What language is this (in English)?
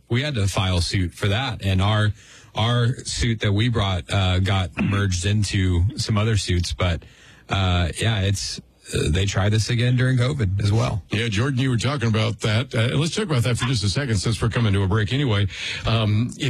English